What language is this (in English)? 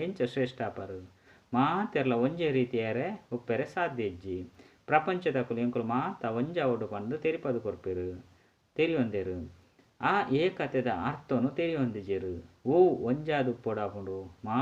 Tulu